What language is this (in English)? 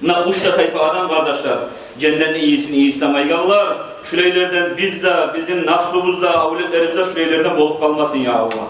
Kumyk